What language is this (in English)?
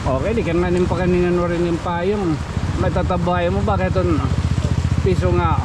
Waray